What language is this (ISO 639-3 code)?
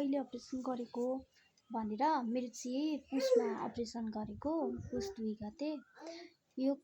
nep